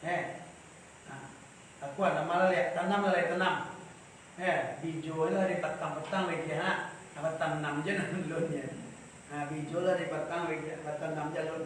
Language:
Minangkabau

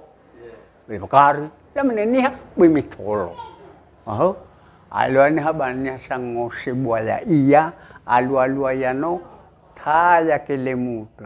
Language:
Nias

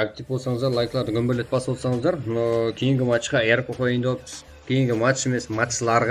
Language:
Kara-Kalpak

